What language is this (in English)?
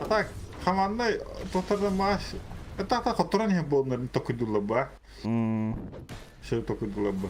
Yakut